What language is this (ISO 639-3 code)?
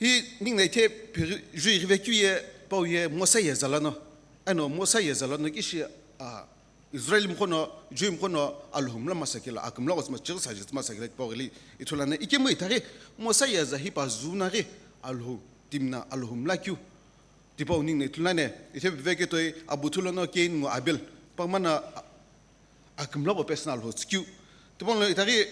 nsm